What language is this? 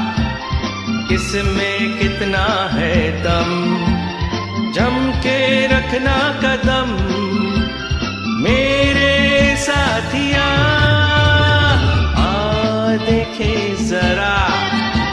Hindi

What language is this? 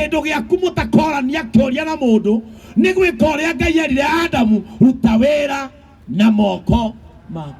Kikuyu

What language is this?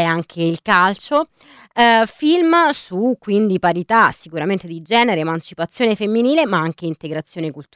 Italian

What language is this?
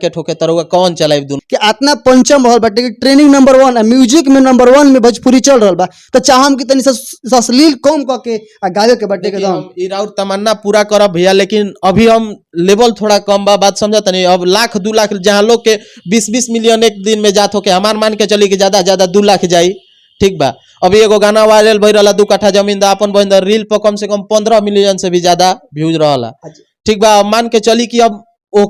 Bhojpuri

